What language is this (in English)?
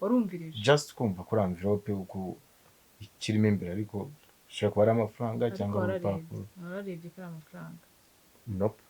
Kinyarwanda